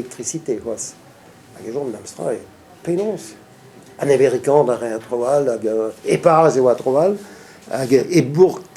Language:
Breton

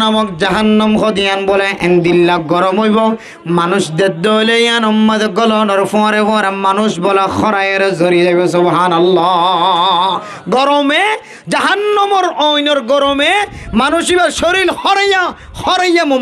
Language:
Rohingya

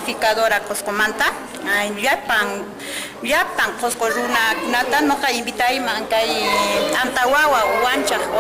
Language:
Quechua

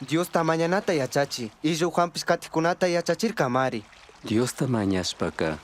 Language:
Chimborazo Highland Quichua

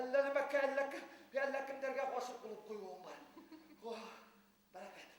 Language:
Bashkir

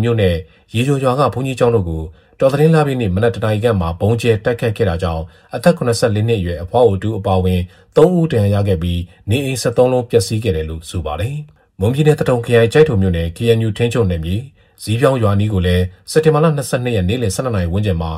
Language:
Burmese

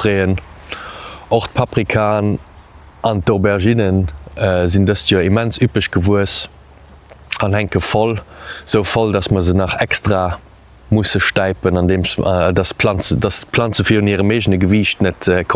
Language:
Luxembourgish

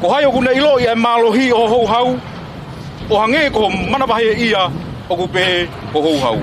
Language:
Tongan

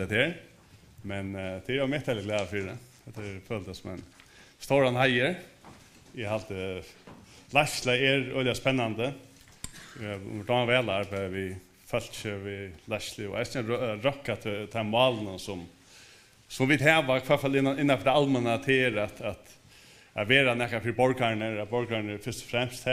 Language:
Faroese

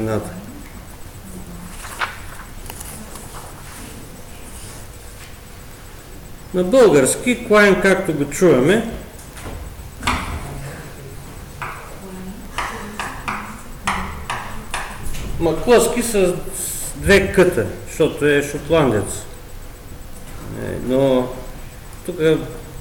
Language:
Bulgarian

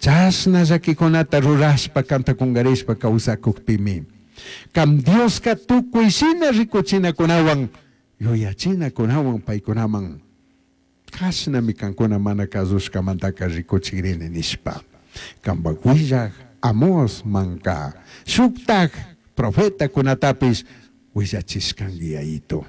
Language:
Chimborazo Highland Quichua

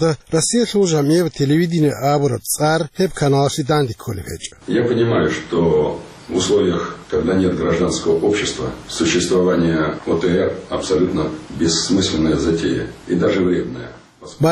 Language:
Avaric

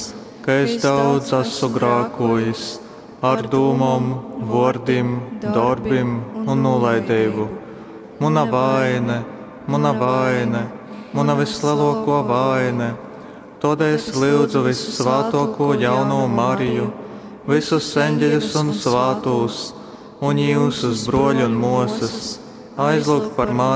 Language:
Latgalian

